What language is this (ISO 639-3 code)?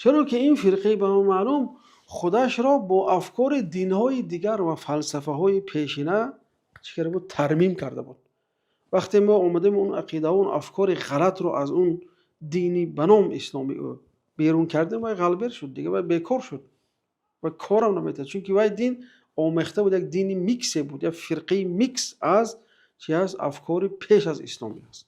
tgk